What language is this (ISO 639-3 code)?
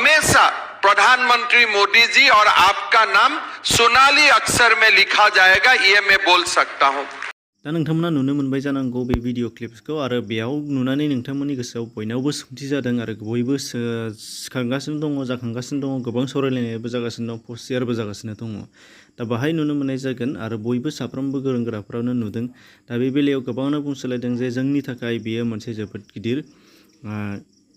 brx